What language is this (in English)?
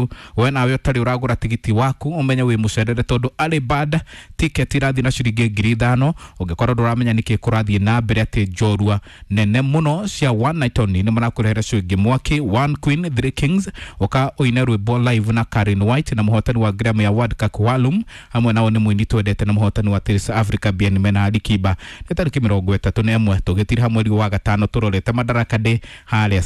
Kikuyu